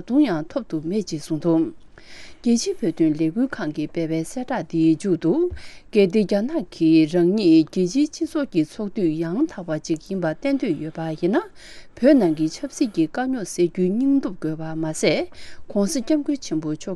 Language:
Tibetan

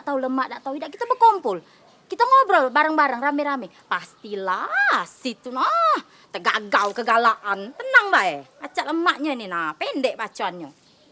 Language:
Musi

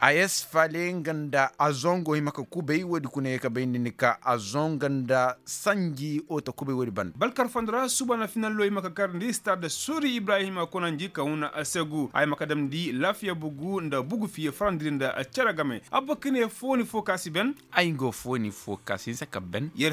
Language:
Koyraboro Senni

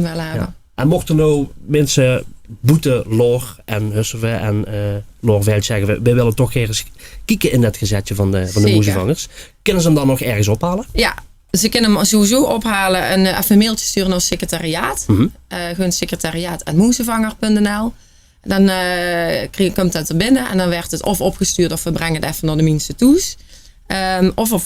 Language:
Limburgish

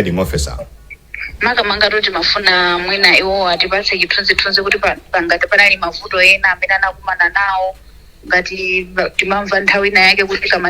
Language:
Nyanja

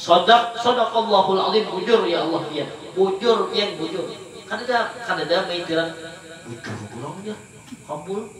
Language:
Banjar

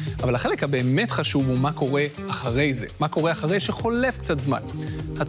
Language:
Hebrew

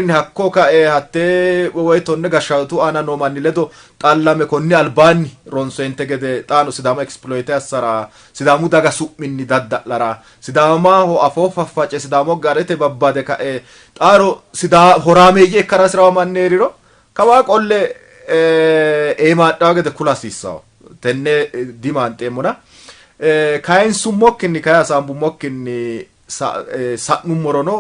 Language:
Sidamo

